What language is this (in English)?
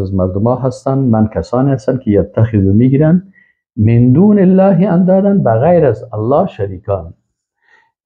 Persian